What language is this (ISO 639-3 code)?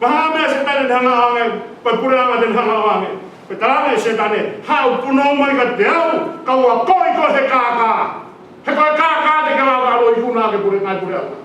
ton